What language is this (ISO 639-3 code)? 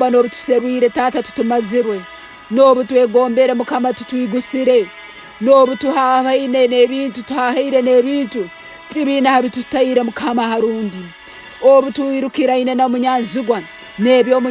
ttj